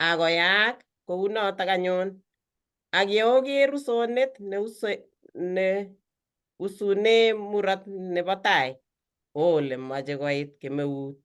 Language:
Kalenjin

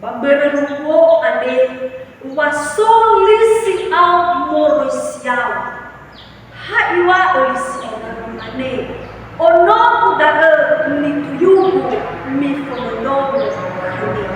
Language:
Nias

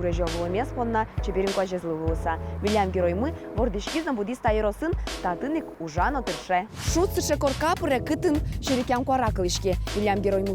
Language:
Udmurt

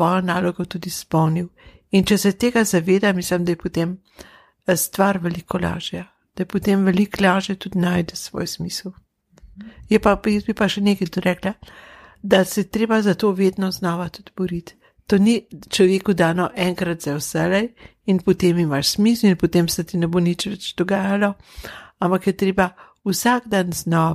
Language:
Slovenian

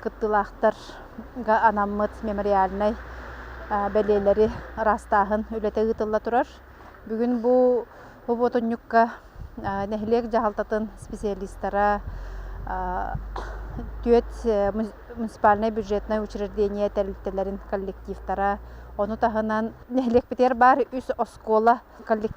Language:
Yakut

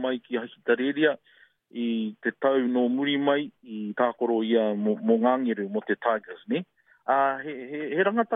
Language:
Māori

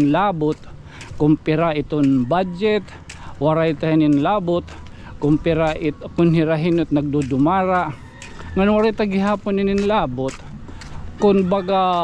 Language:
Waray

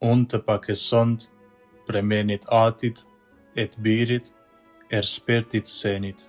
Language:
Albanian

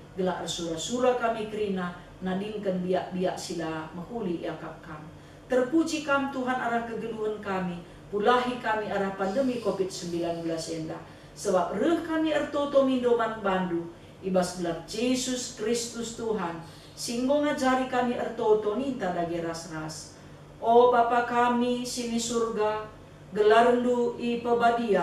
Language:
Batak Karo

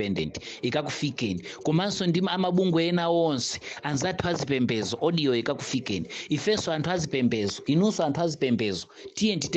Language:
Nyanja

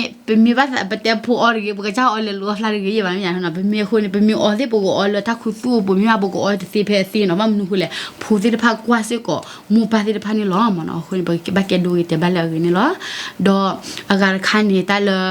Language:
S'gaw Karen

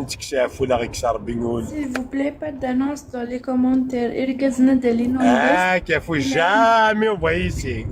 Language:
Kabyle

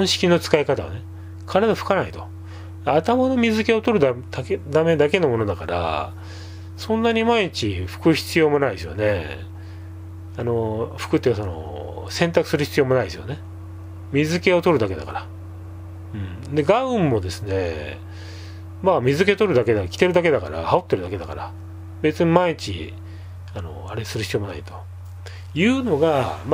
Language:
Japanese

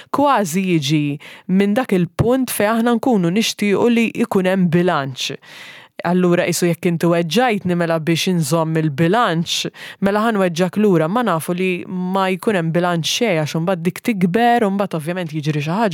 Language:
Maltese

